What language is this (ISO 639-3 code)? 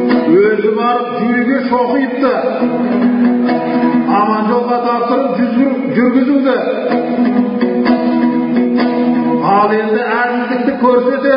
kaz